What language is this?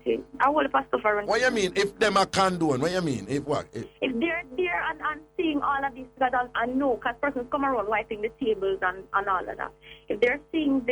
Jamaican Creole English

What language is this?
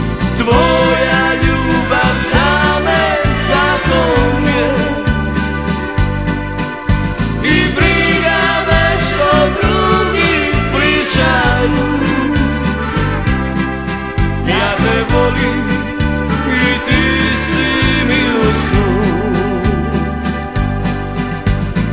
Serbian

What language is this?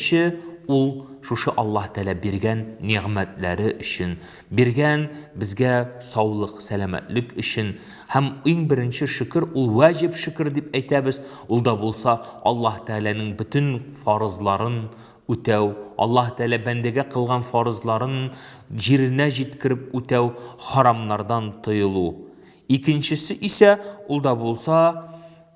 Tatar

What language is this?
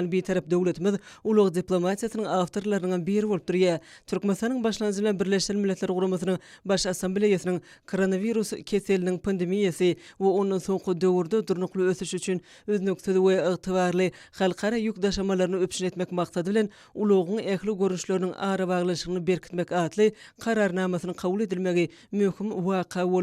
Turkmen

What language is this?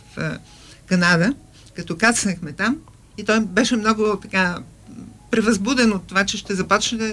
Bulgarian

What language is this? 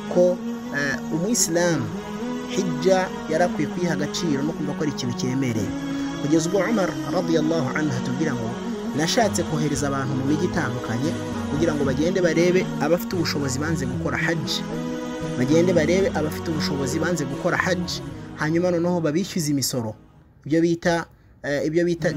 Kinyarwanda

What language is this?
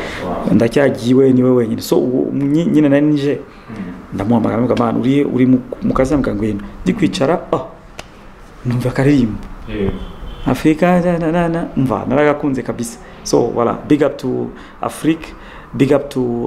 Kinyarwanda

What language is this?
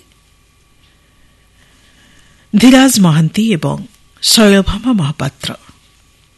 Odia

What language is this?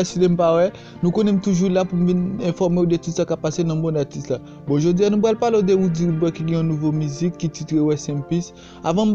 Haitian Creole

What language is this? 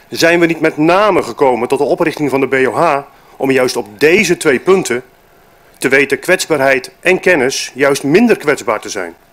Dutch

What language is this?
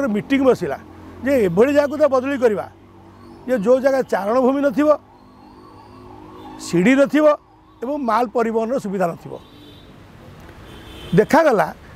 Odia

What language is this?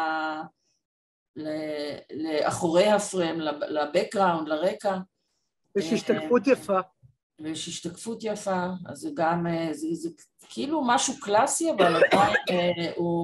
Hebrew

